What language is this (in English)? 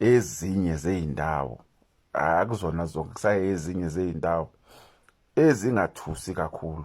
Zulu